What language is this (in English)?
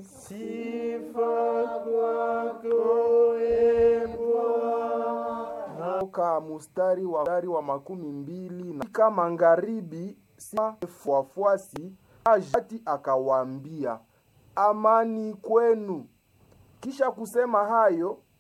Swahili